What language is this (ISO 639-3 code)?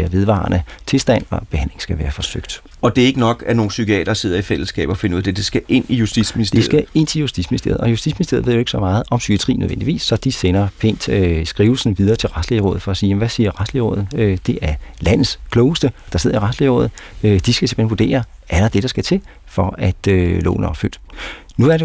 dan